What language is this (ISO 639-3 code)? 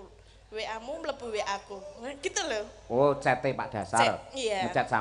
jav